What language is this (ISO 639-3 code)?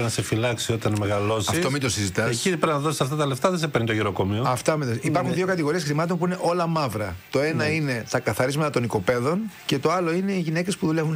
ell